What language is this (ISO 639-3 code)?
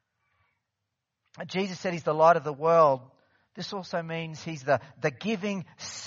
eng